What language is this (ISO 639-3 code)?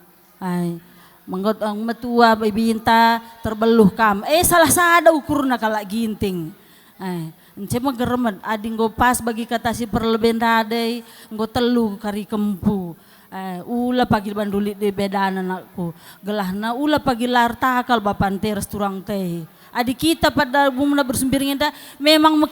btx